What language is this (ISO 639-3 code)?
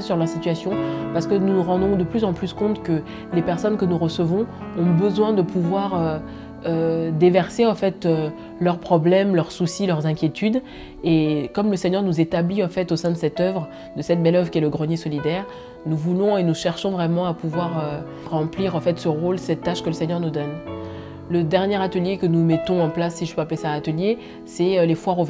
fra